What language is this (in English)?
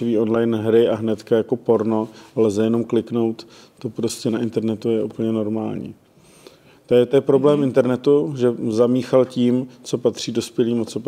Czech